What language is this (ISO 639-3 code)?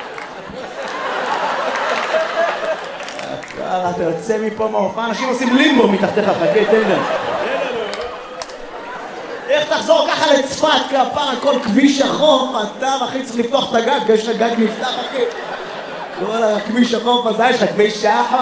heb